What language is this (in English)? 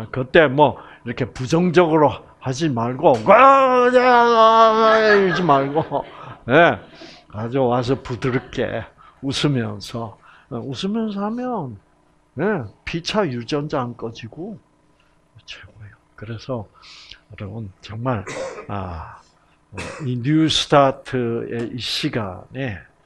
Korean